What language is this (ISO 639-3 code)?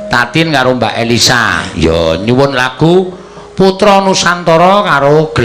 jav